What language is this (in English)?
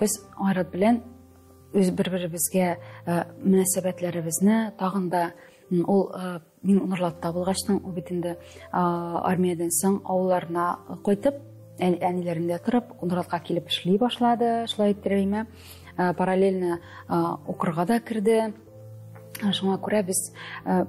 Tatar